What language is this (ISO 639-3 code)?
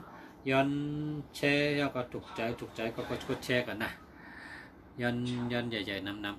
shn